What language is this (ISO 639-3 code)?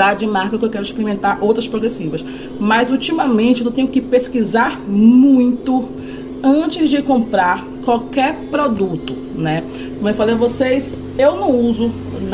por